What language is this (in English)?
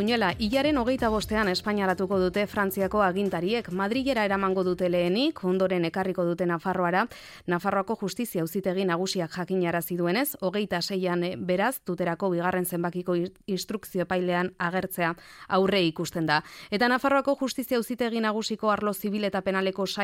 Basque